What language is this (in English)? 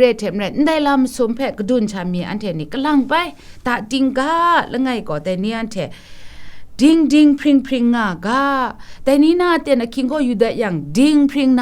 Kachin